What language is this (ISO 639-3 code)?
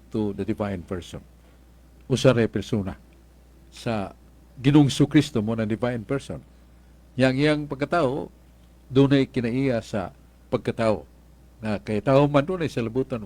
ceb